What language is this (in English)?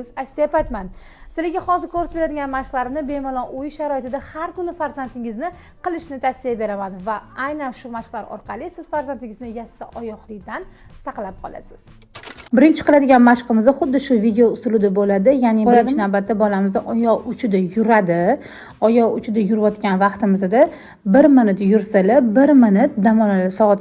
Uzbek